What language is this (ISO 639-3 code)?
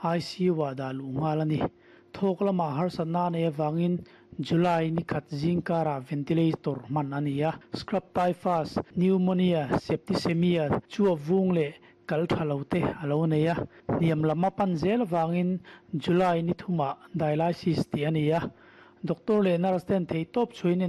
lus